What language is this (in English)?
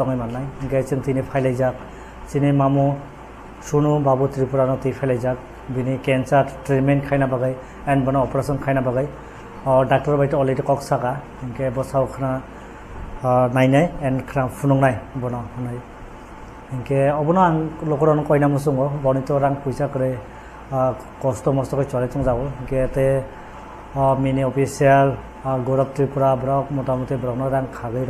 Kok Borok